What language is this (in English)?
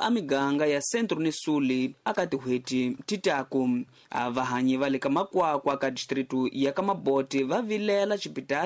Tsonga